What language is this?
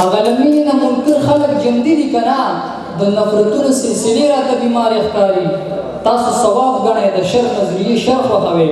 Pashto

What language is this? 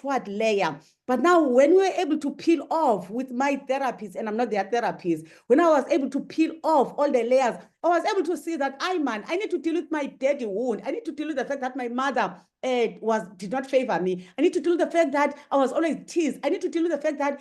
English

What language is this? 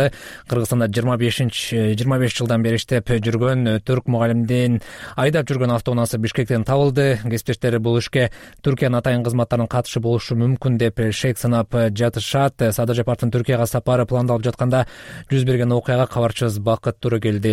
Kyrgyz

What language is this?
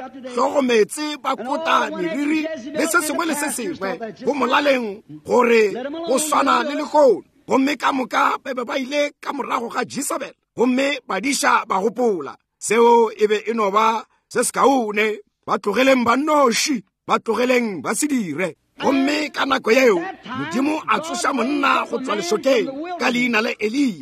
Northern Sotho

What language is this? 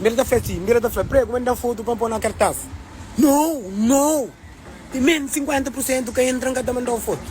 Kabuverdianu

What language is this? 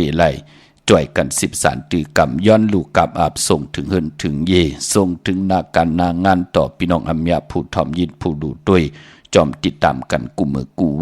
Shan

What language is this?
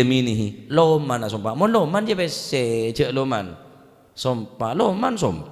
Madurese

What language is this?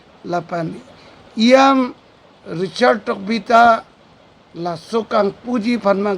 Karbi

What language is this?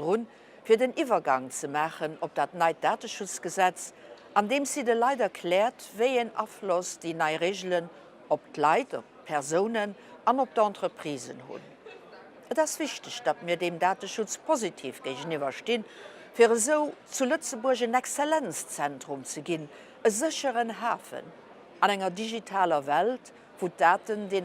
Luxembourgish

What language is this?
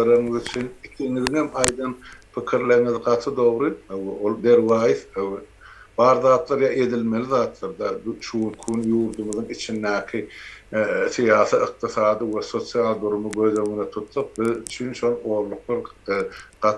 Turkmen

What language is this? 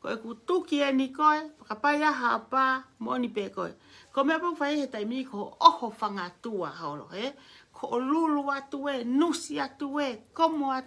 Tongan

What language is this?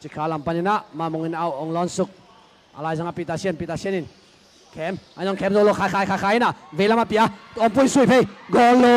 Tedim Chin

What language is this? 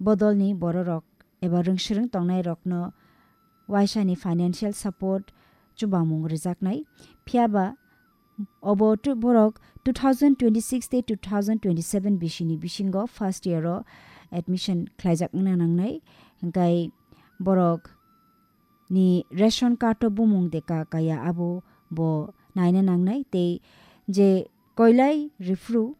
Kok Borok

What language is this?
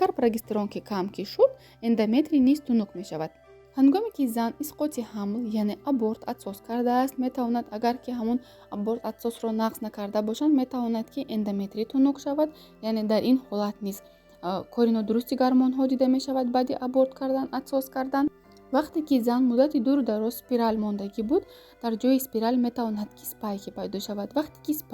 Tajik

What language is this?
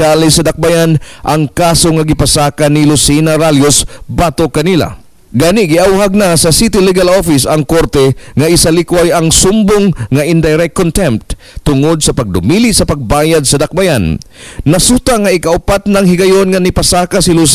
Cebuano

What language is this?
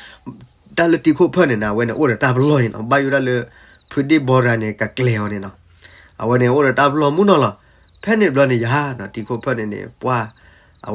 S'gaw Karen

